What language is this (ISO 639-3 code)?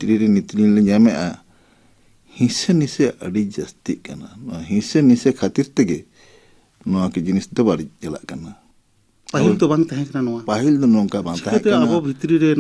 sat